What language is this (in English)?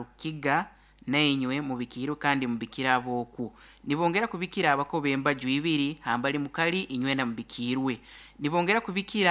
Nyoro